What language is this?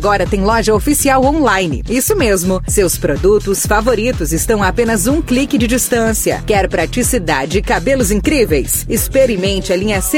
Portuguese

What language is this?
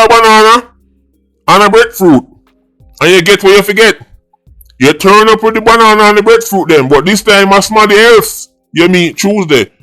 Jamaican Creole English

